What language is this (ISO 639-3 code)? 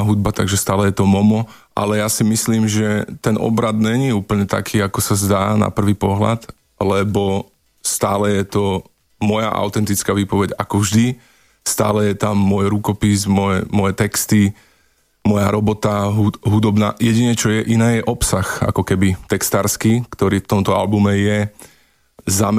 slk